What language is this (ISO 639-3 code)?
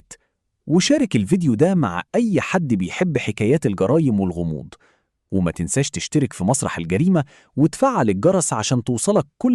arz